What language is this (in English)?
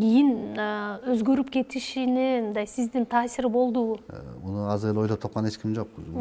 Kyrgyz